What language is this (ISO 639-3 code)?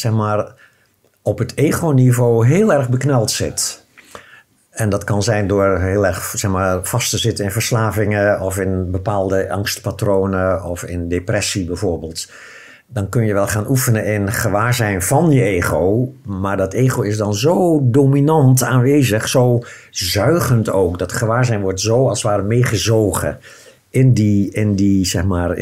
nld